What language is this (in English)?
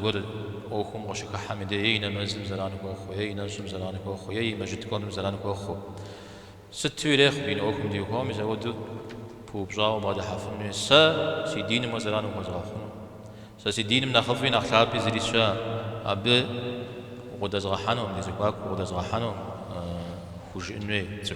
Kabardian